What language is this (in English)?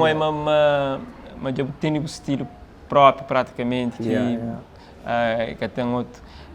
Kabuverdianu